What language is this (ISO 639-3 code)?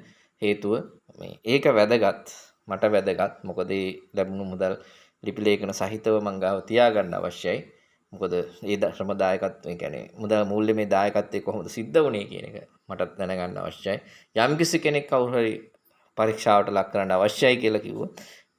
sin